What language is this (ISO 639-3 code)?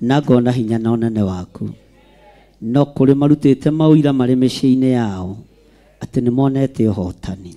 kik